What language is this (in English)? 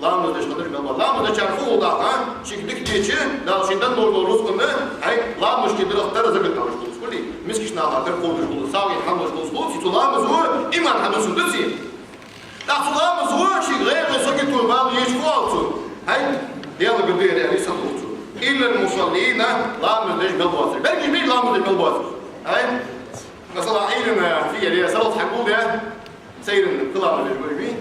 Ingush